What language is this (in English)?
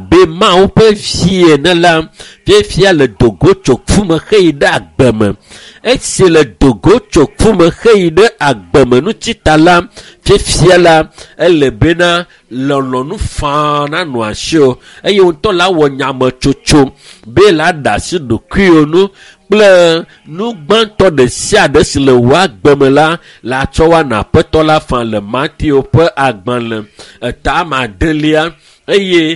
Ewe